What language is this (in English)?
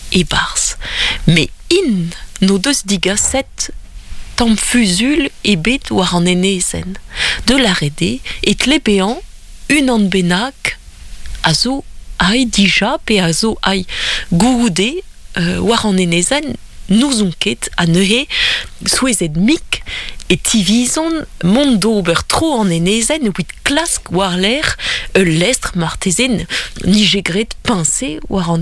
Breton